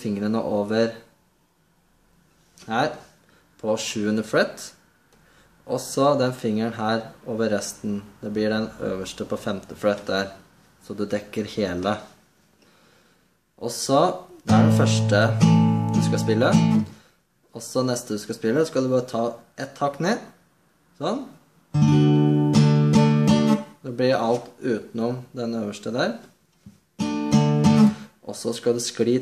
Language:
Norwegian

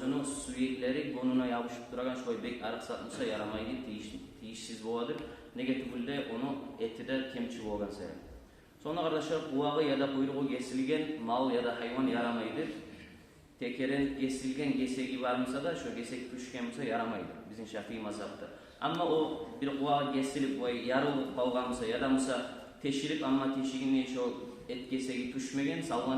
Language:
Kumyk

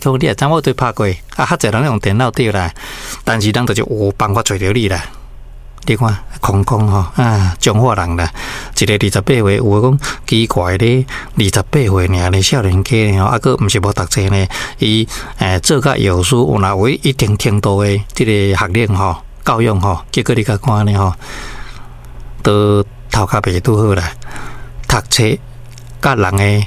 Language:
Min Nan Chinese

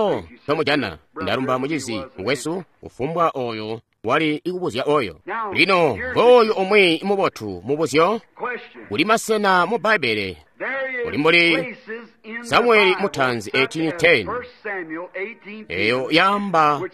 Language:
Tonga (Zambia)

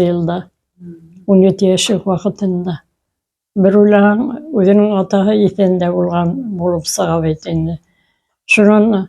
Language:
Bashkir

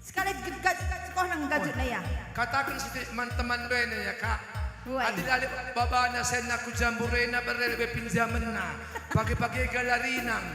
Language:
Batak Karo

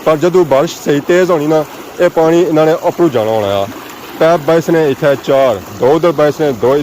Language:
Pahari-Potwari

